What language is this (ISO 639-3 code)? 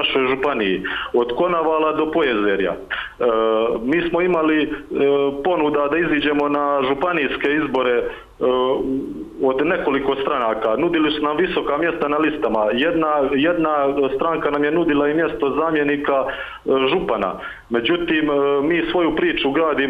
hrv